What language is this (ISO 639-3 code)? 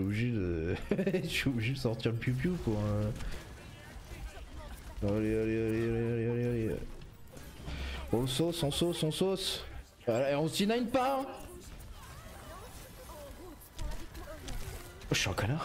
fra